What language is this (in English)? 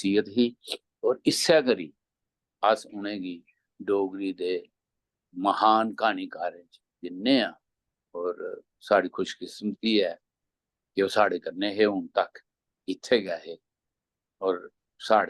Dogri